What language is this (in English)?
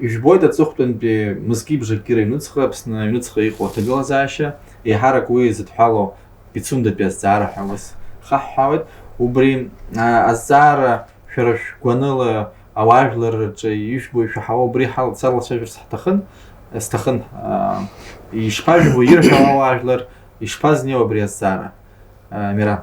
Abkhazian